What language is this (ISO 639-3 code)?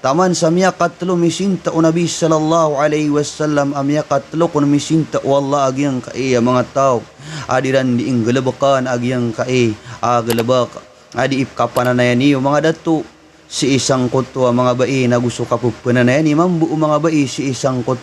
mrw